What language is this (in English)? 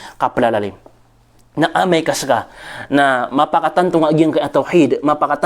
Maranao